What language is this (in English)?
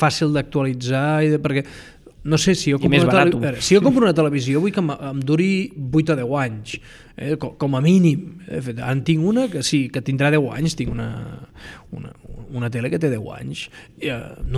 Catalan